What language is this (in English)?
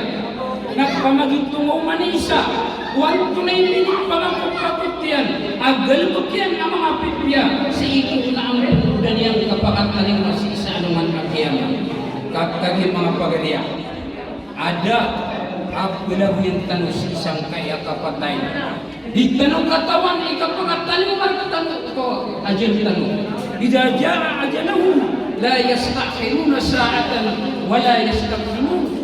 Maranao